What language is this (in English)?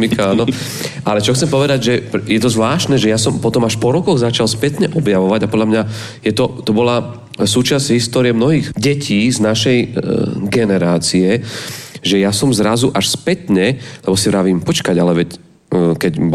Slovak